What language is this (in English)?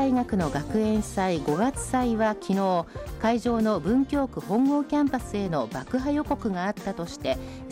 Japanese